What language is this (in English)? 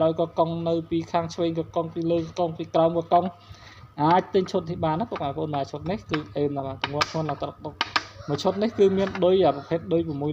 Khmer